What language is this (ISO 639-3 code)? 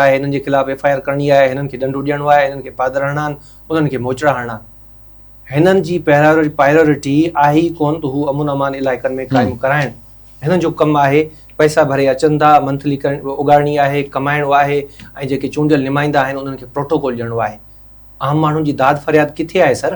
snd